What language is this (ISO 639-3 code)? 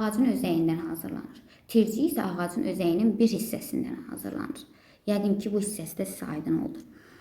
aze